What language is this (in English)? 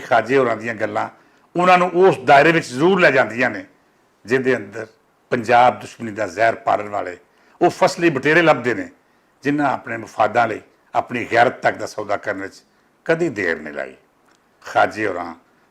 Western Panjabi